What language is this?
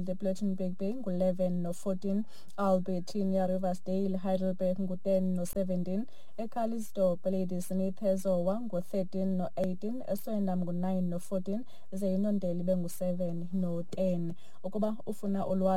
Xhosa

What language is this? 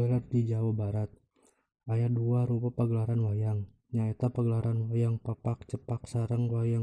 Sundanese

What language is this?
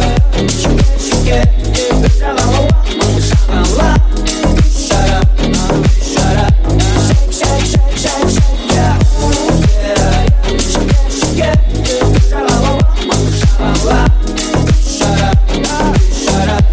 Kazakh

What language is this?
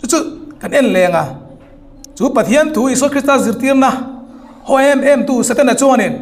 Hmar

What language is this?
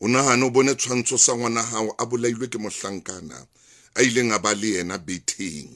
Southern Sotho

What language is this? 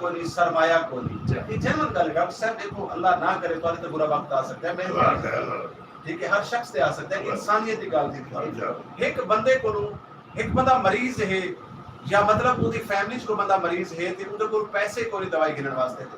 Saraiki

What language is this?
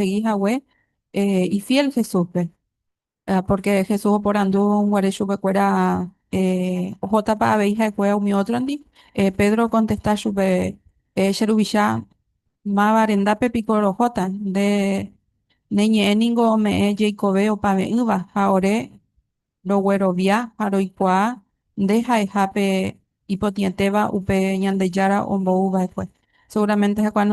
Guarani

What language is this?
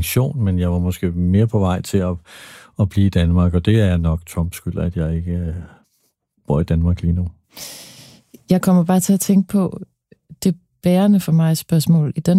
Danish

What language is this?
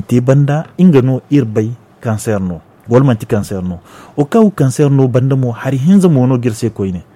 Zarma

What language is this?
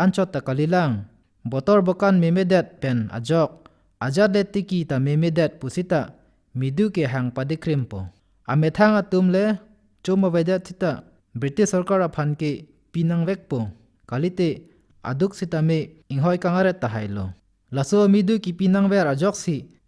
Karbi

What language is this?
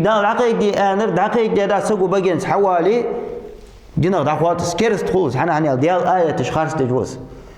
Ingush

